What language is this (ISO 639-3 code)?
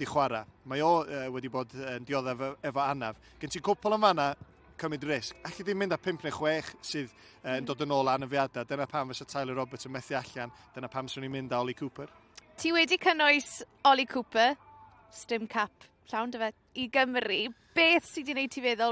cym